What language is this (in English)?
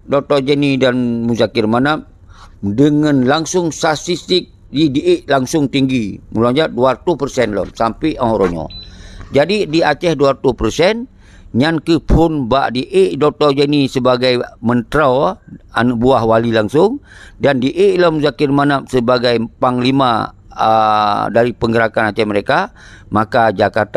Achinese